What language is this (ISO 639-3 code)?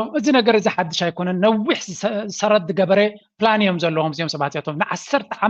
tir